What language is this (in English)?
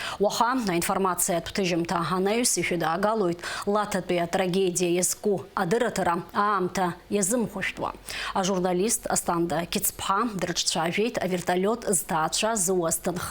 Abkhazian